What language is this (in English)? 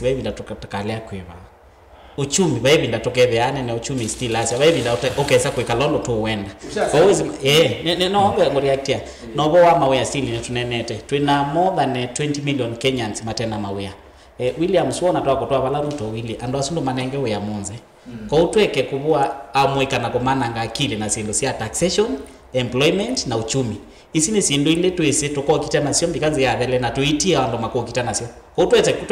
Kamba